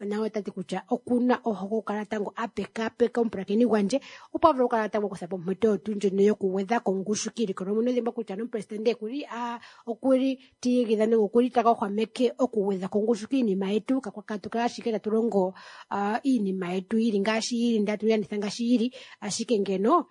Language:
Kuanyama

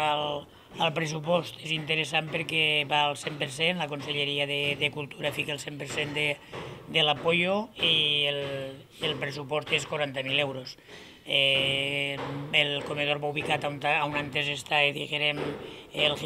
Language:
Catalan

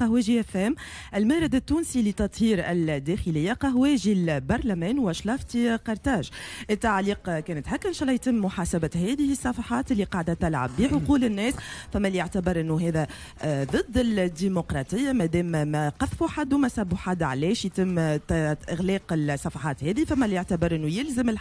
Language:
Tunisian Arabic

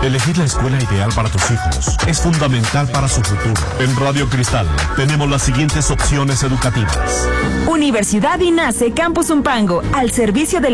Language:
Spanish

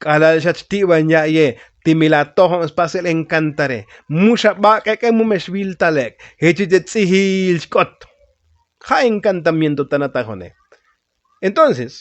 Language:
Tzotzil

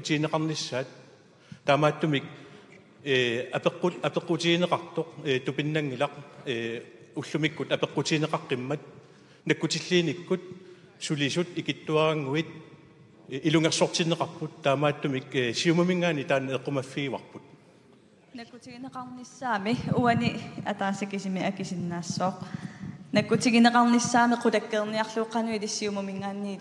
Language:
Kalaallisut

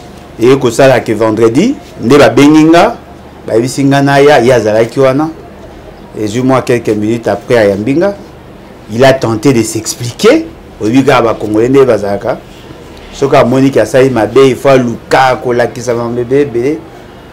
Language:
Lingala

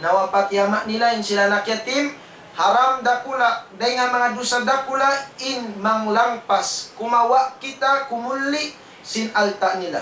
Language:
Tausug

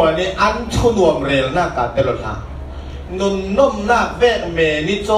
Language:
Falam Chin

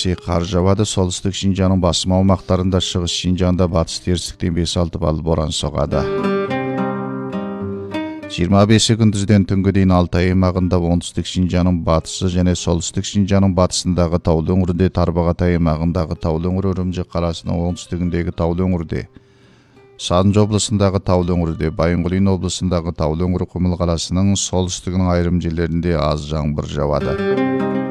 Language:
Kazakh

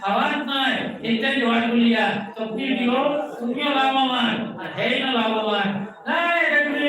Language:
Sylheti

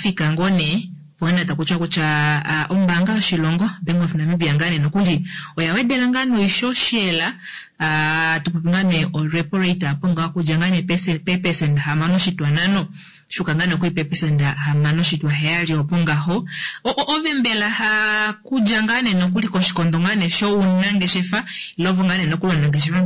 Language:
Kuanyama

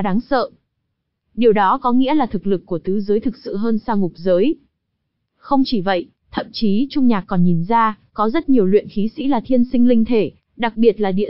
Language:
Vietnamese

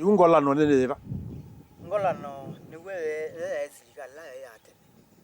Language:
Kamba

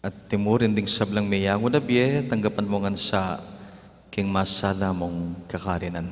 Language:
Pampanga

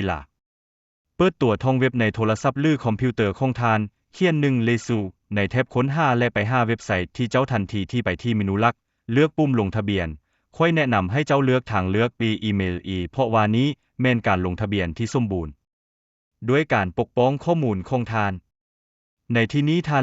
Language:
Lao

